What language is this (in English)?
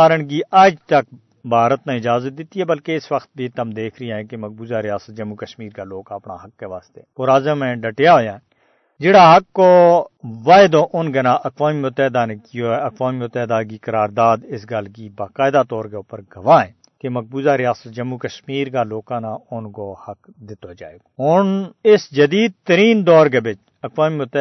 Gujari